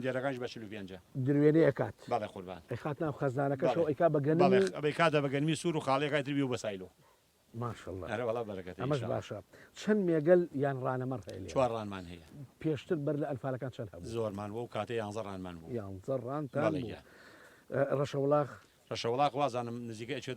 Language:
Central Kurdish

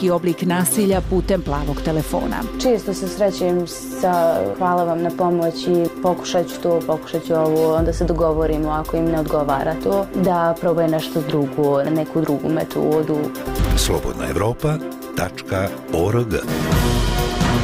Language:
Bosnian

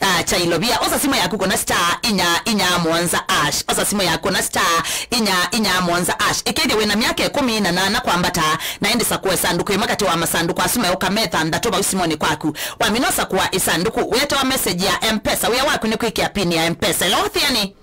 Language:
Kamba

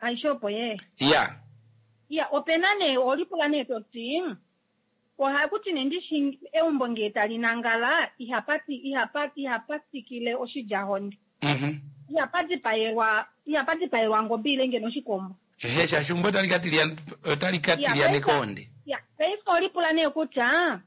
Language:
Kuanyama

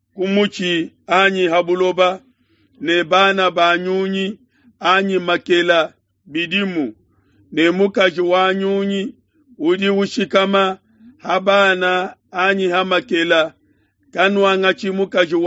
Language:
Luba-Lulua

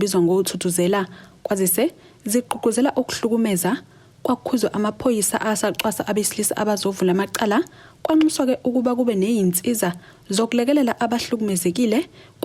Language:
Zulu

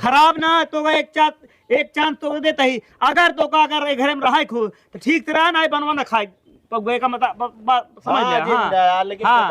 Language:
Awadhi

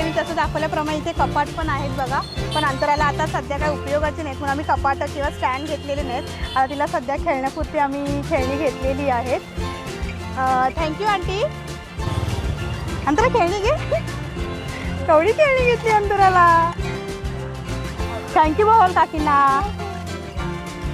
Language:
Marathi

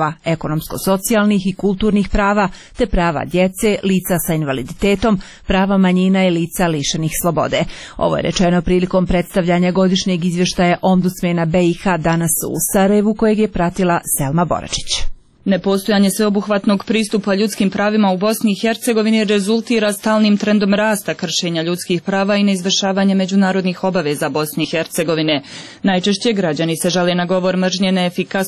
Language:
Bosnian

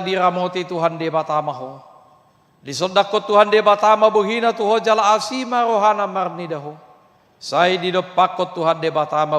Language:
Batak Toba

